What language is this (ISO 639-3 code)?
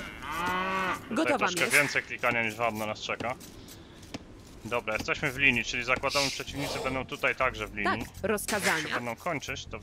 pol